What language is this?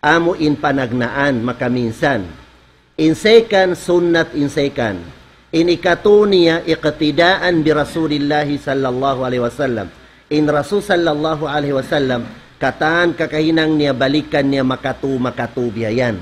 Tausug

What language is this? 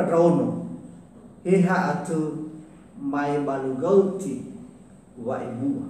Nias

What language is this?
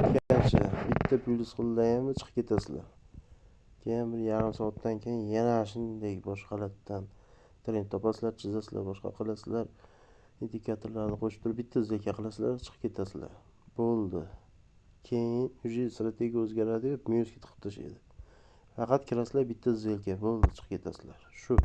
Uzbek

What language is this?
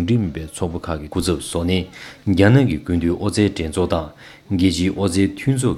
Tibetan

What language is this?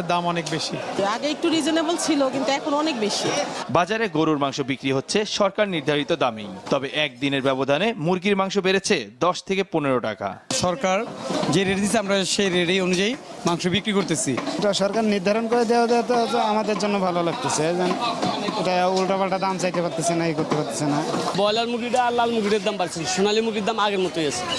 Bangla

